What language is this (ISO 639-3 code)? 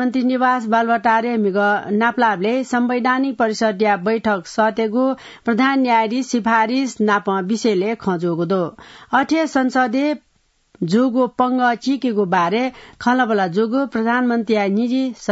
new